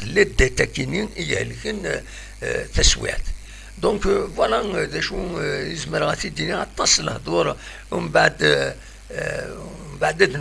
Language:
Kabyle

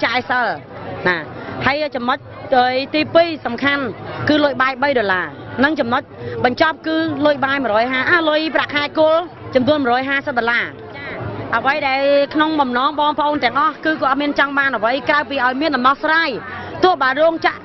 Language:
Khmer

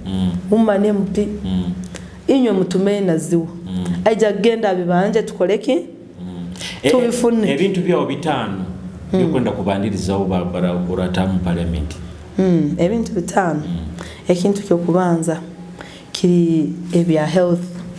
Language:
Nyoro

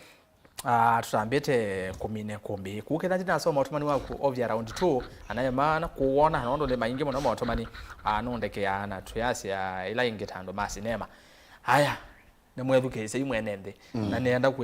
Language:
Kamba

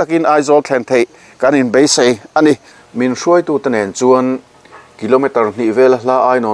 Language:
Mizo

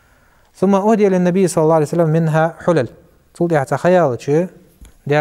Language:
Ingush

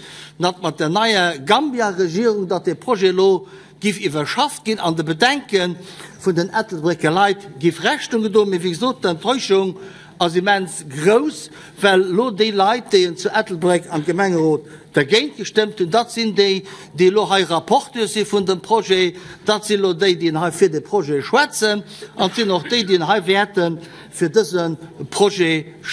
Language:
Luxembourgish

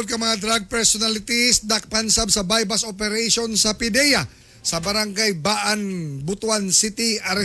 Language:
Cebuano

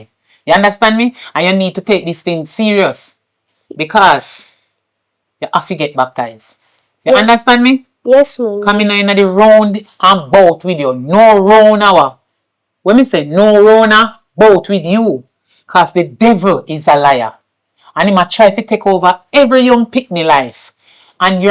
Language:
Jamaican Creole English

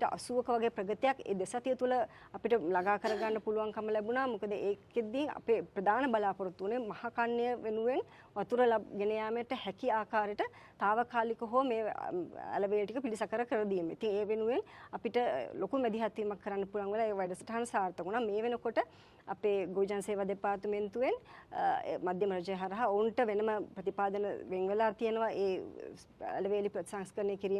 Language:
Sinhala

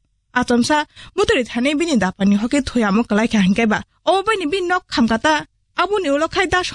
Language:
Kok Borok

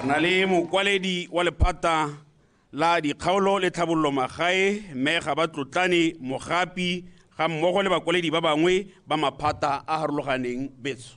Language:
Tswana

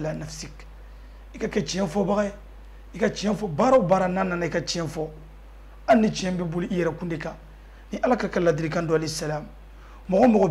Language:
Bambara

